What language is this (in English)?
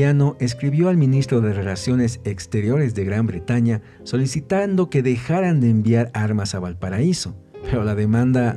Spanish